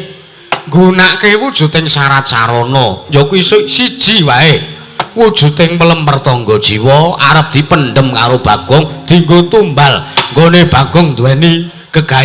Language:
Javanese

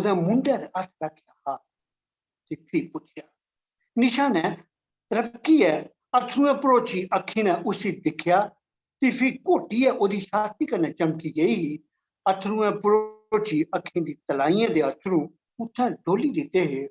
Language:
Dogri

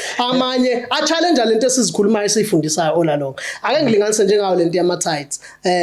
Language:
Zulu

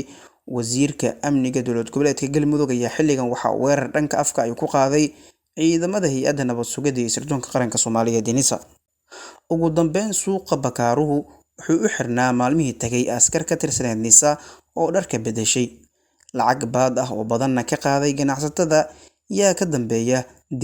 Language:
Somali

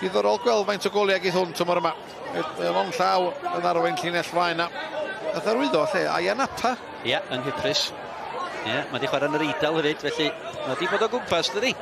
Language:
Welsh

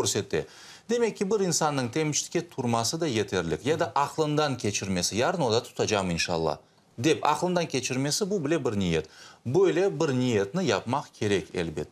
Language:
Crimean Tatar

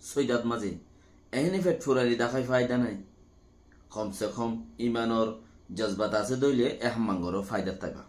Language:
Rohingya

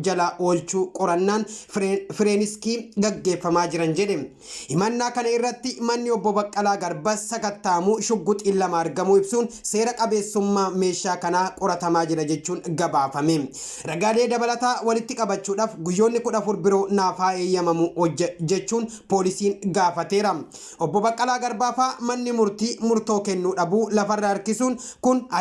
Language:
Oromo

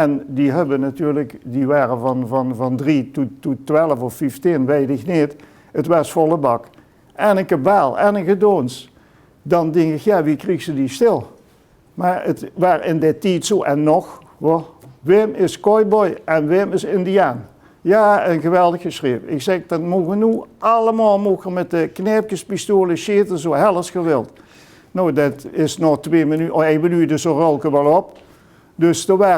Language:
Limburgish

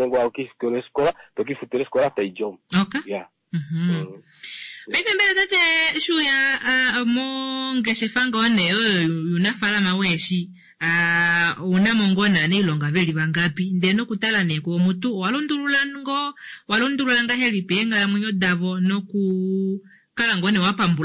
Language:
Kuanyama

